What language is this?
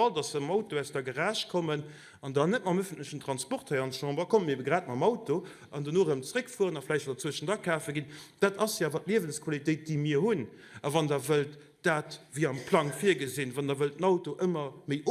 Luxembourgish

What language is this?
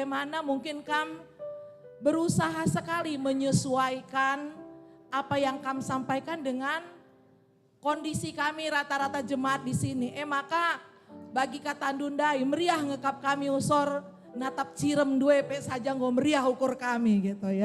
Batak Karo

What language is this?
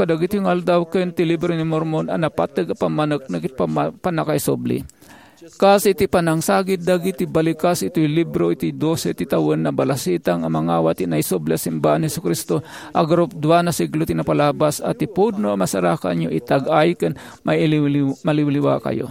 Iloko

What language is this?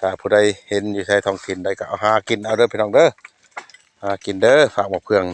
Lao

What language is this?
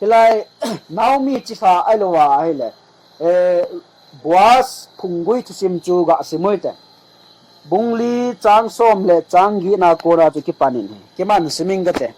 Thado Chin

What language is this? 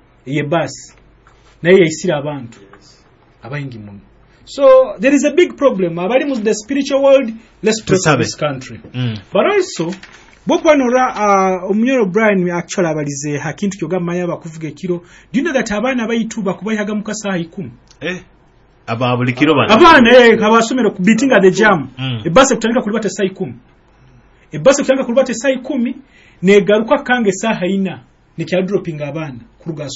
Nyoro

